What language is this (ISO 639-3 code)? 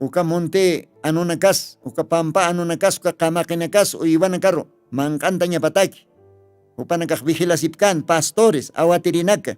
aym